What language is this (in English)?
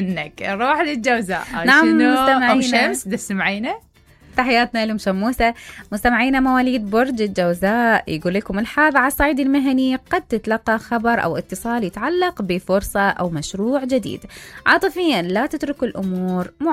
Mesopotamian Arabic